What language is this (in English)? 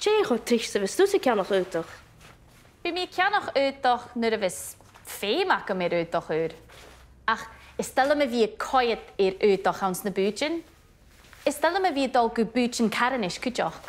Scottish Gaelic